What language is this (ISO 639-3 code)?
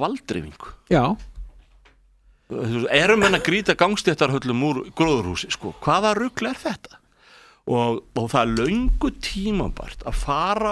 isl